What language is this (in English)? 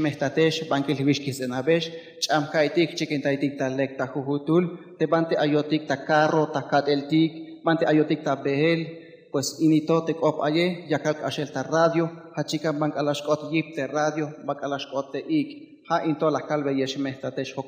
Tzeltal